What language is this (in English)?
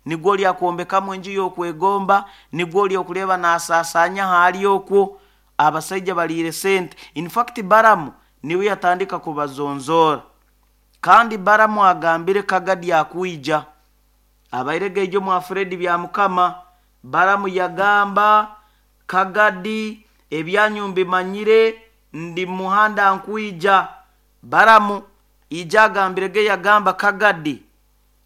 Nyoro